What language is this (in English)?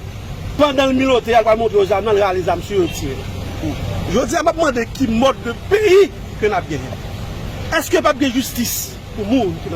Haitian Creole